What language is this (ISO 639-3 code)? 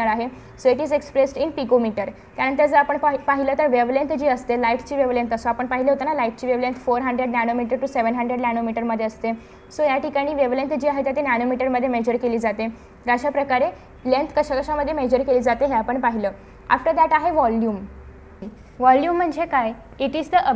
mar